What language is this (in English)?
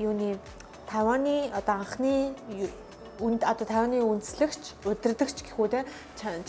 Mongolian